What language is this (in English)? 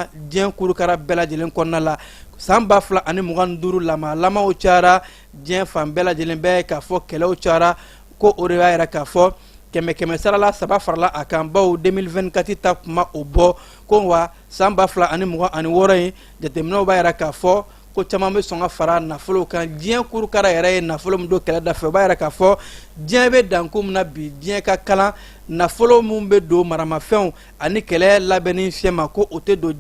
Bambara